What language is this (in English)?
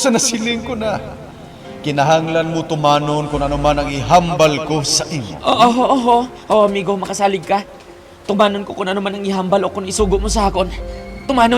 Hiligaynon